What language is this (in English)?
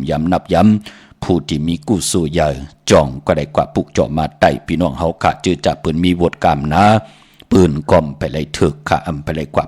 Shan